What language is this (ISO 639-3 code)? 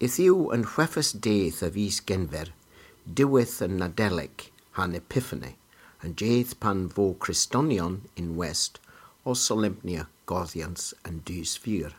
cor